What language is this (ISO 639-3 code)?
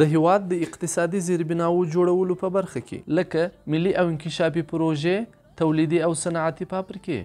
pus